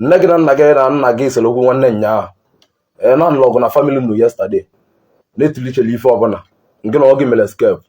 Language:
Igbo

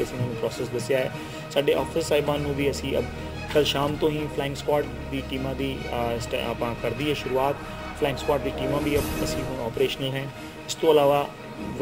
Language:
Punjabi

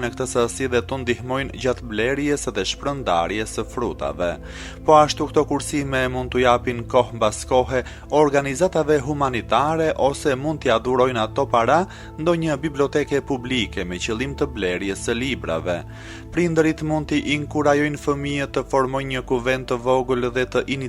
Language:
Albanian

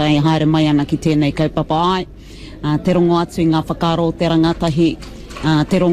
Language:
Māori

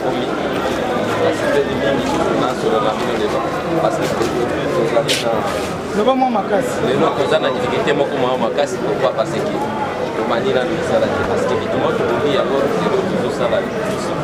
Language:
Lingala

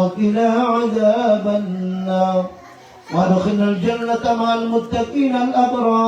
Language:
Maranao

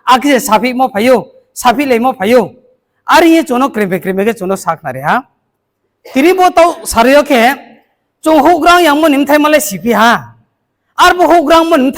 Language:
Riang (India)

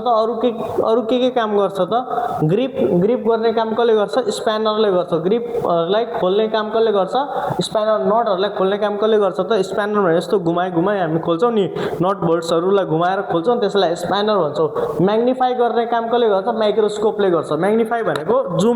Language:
Nepali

